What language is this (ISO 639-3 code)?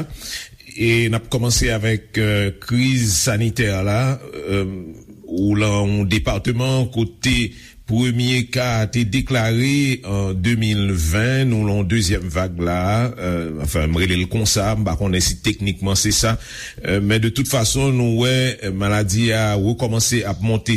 hat